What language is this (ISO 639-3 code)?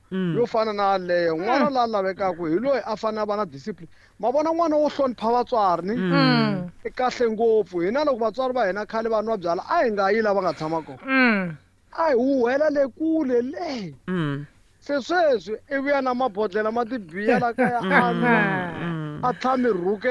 tso